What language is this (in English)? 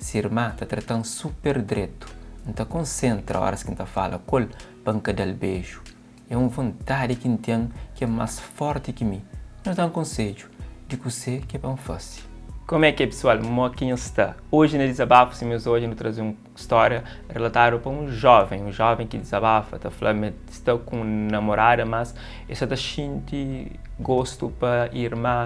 Kabuverdianu